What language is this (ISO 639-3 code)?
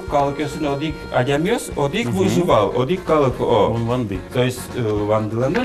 udm